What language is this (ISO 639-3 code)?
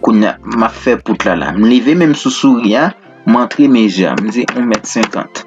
hat